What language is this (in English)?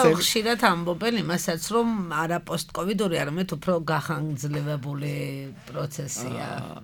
Georgian